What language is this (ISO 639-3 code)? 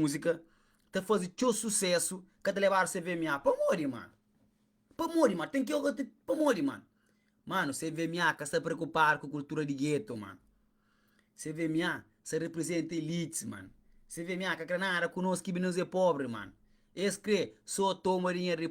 kea